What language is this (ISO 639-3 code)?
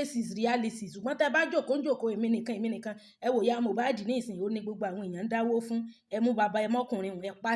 yor